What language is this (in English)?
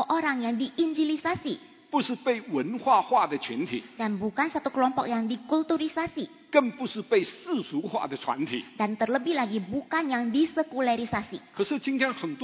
Indonesian